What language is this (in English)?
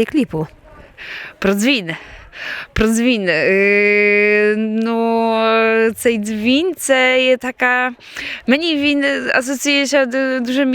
Rusyn